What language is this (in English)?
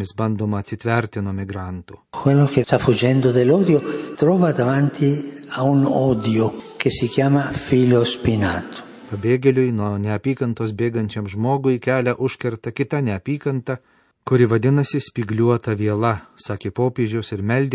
Lithuanian